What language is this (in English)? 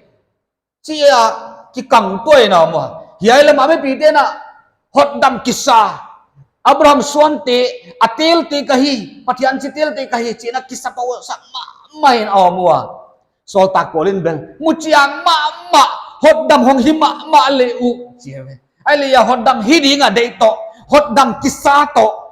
Paite Chin